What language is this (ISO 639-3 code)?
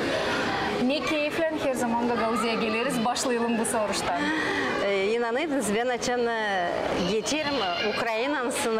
gag